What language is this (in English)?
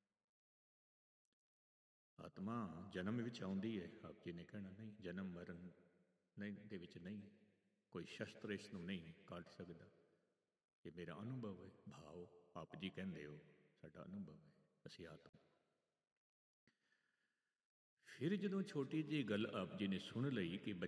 Punjabi